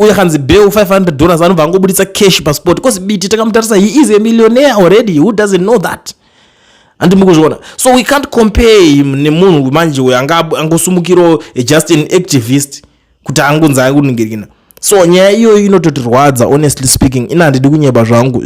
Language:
Shona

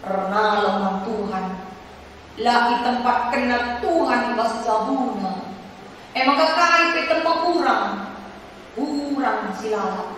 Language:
Batak Karo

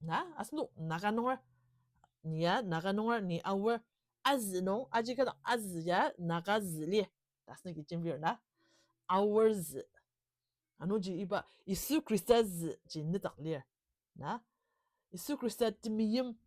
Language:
Ao Naga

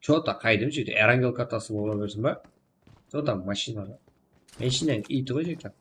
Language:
Kara-Kalpak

